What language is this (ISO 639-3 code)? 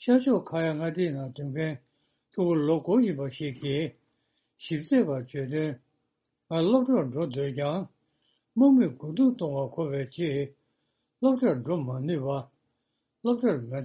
bod